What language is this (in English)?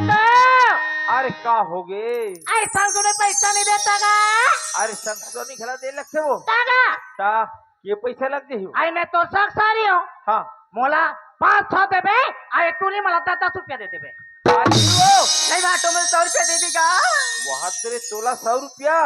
Chhattisgarhi